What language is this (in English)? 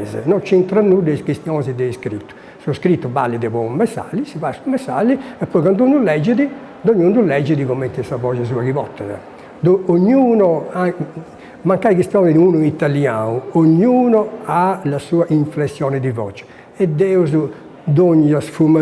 Sardinian